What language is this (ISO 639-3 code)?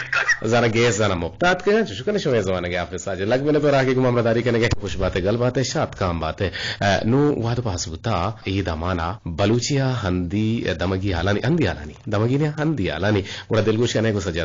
bgp